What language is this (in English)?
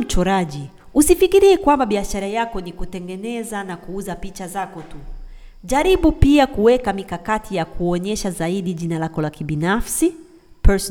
Swahili